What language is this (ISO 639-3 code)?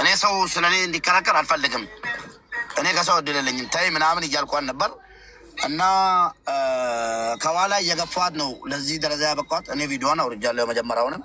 amh